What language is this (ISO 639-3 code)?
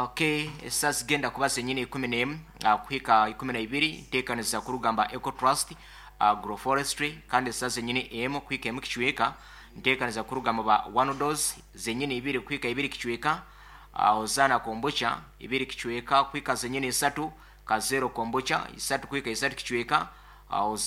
nyn